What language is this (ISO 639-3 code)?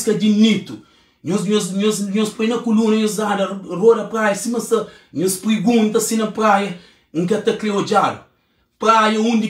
kea